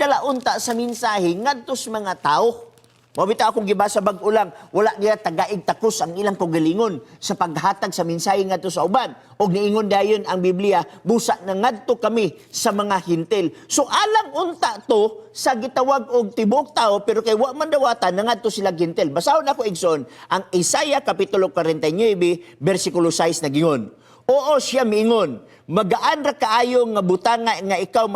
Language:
Cebuano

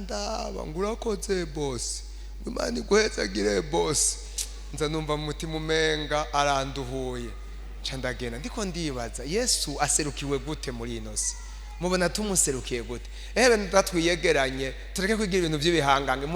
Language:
Rundi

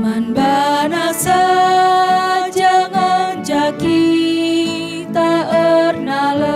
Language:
Batak Karo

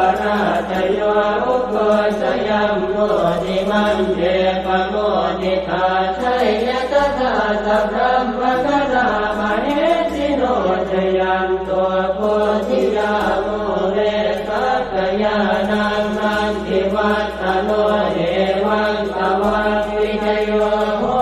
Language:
Pali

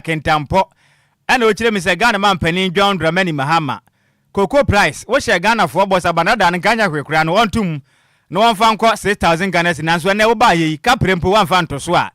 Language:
Akan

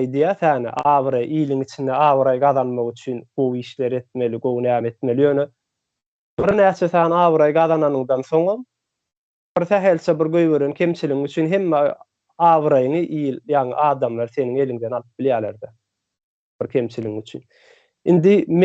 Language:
Turkmen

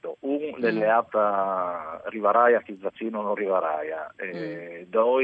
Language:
Friulian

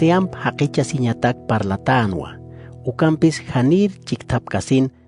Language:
Aymara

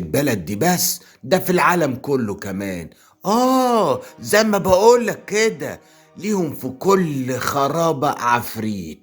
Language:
Egyptian Arabic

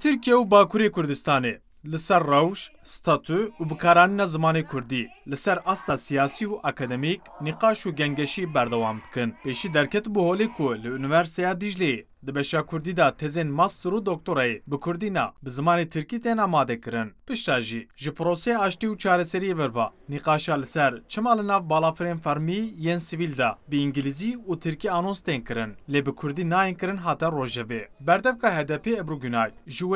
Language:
Kurdish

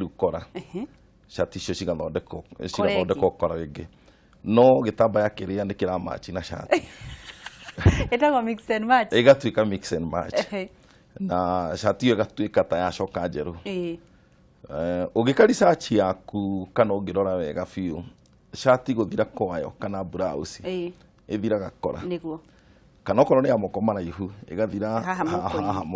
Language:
Kikuyu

